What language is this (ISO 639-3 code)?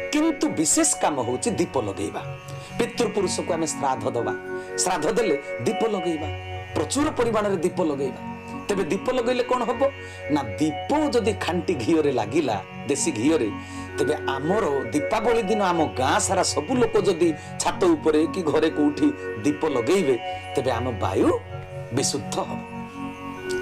ori